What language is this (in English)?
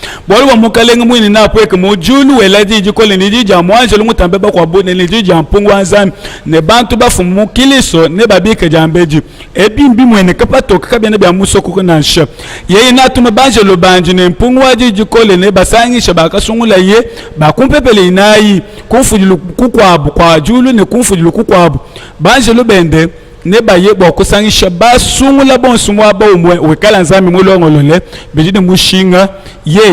Luba-Lulua